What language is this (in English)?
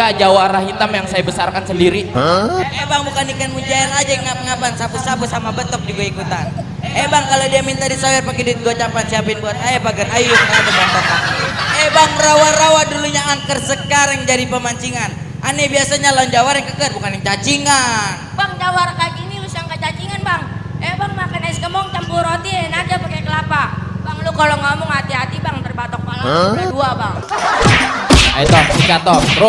Betawi